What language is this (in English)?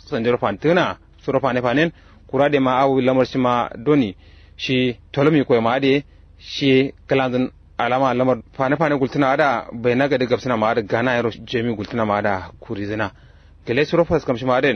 Kanuri